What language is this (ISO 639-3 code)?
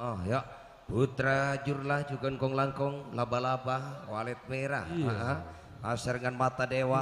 mad